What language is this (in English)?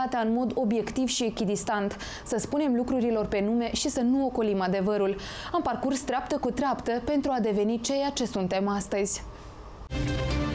Romanian